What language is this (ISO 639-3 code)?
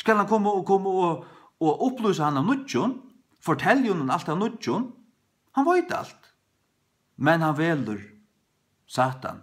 fao